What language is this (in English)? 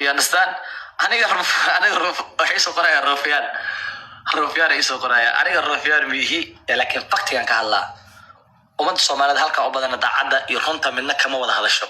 Somali